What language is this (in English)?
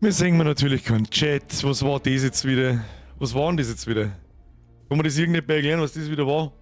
Bavarian